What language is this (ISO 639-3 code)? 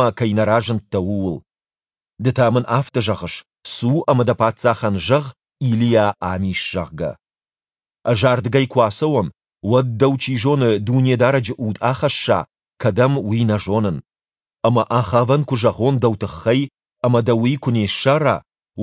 oss